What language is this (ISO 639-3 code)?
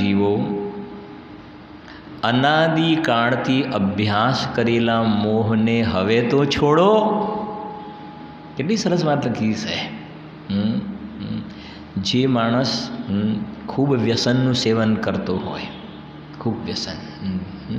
guj